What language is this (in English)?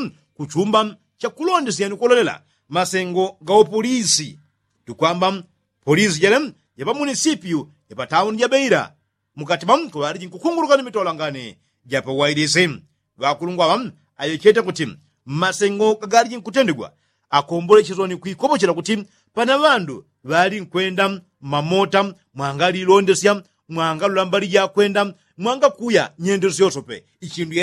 Yao